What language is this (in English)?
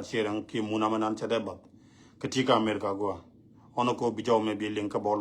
Nuer